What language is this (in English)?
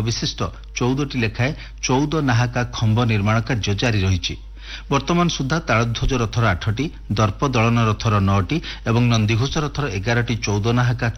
Odia